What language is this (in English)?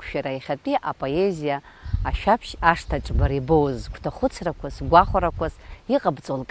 Abkhazian